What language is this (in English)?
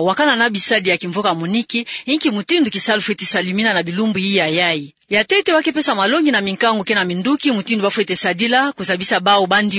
Kituba (Democratic Republic of Congo)